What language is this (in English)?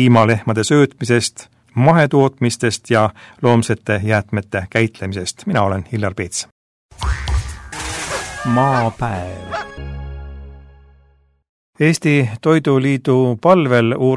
Estonian